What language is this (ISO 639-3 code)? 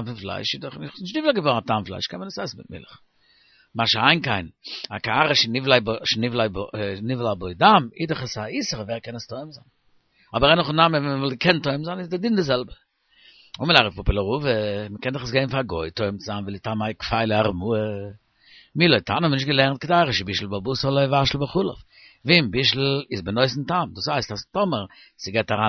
yid